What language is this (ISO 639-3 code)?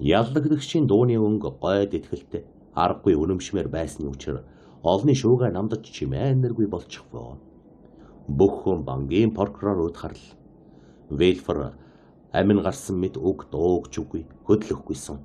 mon